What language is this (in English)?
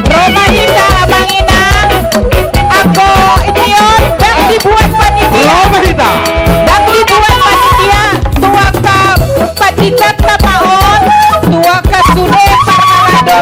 Batak Toba